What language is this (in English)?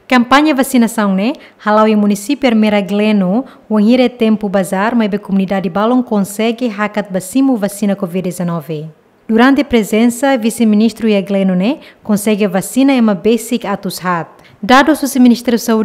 Tetum